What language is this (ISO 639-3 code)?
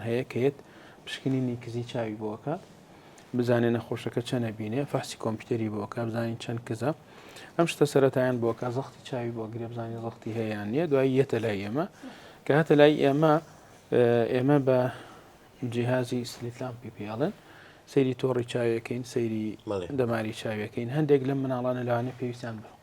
ckb